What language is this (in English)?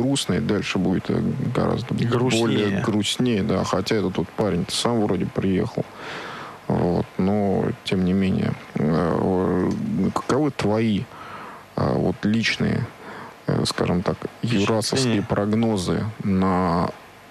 Russian